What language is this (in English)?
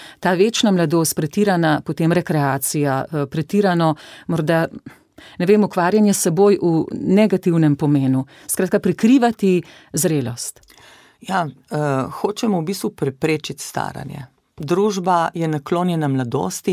Slovenian